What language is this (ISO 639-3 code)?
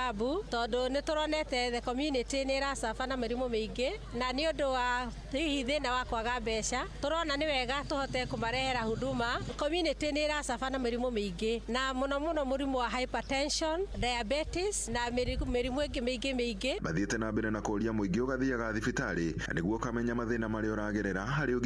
kik